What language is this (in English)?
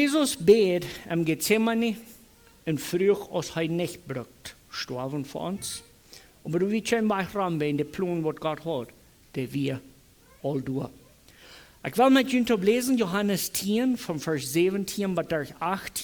Plautdietsch